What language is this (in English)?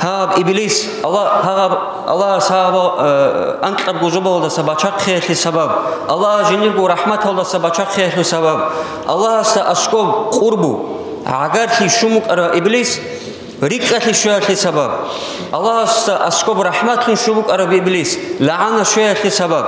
Avaric